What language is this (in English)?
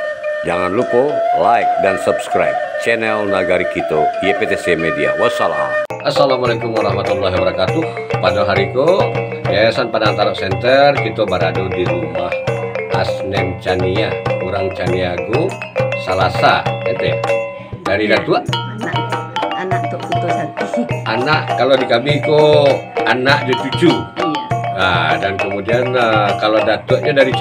Minangkabau